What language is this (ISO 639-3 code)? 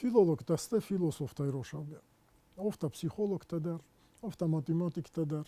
oss